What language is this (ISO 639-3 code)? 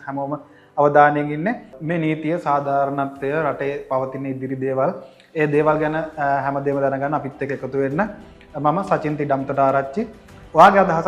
sin